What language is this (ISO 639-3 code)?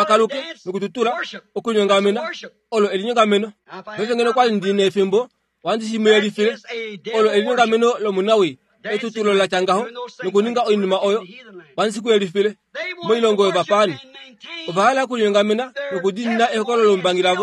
kua